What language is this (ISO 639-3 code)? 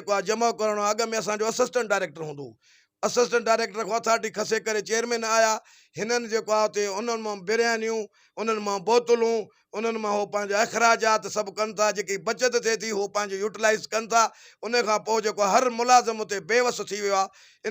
snd